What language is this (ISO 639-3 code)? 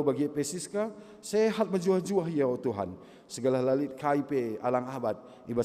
btx